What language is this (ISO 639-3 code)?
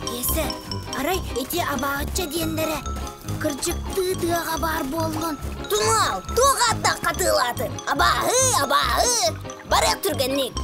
sah